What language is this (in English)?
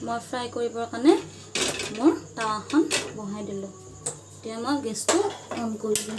Assamese